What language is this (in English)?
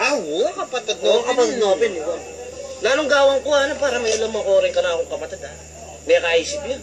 Pampanga